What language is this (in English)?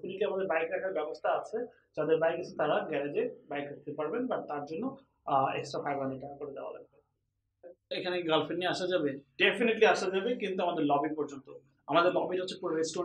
Bangla